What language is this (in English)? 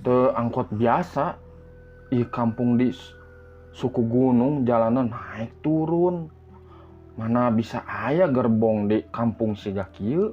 Sundanese